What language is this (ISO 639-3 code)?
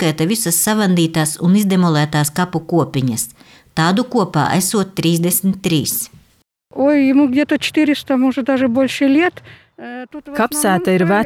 lav